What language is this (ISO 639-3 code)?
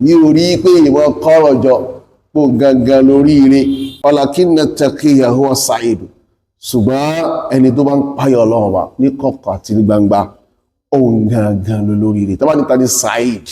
yor